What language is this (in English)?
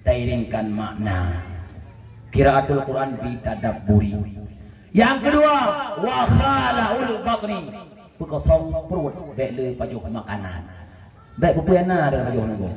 Achinese